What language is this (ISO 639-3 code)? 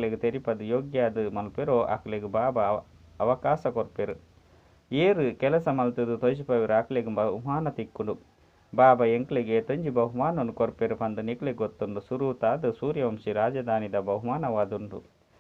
tcy